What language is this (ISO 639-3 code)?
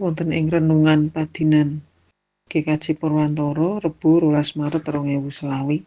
jav